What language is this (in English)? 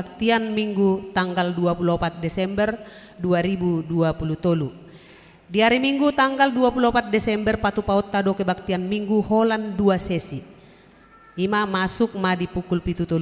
Batak Toba